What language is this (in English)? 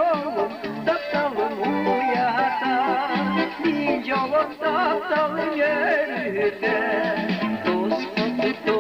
Yakut